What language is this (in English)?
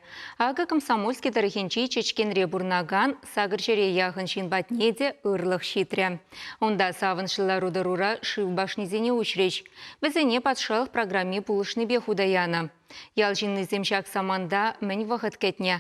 Chuvash